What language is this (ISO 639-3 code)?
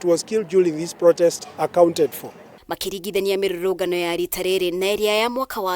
kik